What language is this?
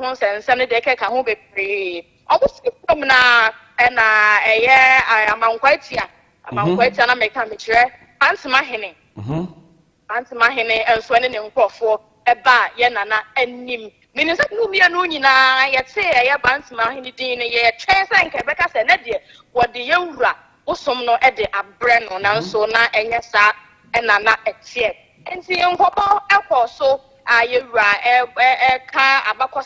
Akan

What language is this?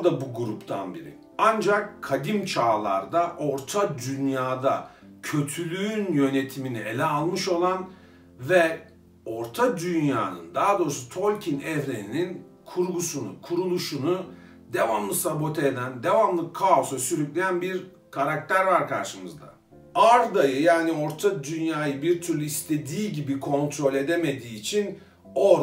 Turkish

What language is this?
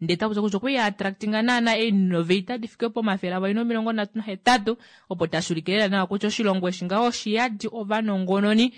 Kuanyama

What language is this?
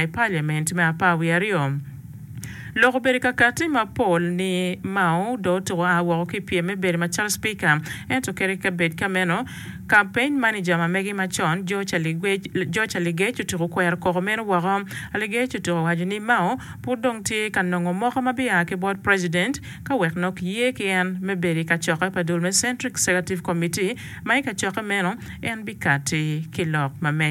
Acoli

